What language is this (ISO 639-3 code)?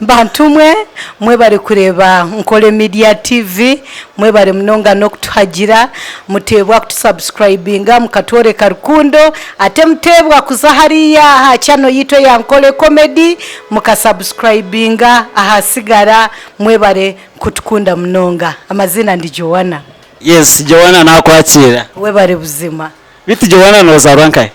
nyn